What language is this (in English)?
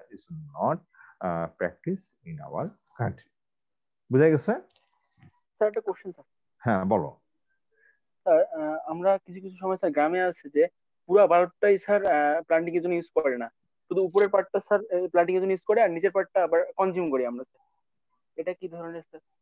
Bangla